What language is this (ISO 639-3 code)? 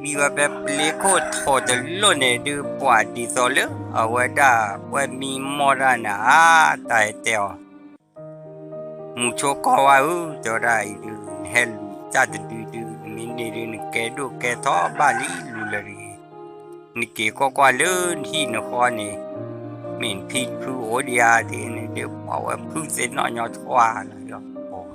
ksw